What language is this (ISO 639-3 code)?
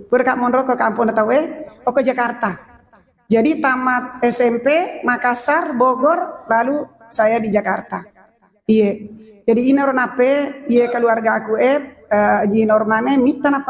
bug